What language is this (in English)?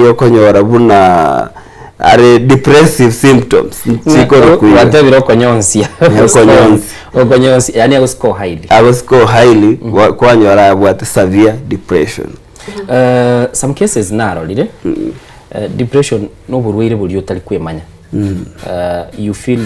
Gusii